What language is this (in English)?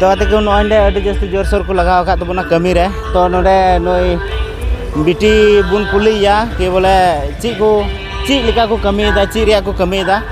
Santali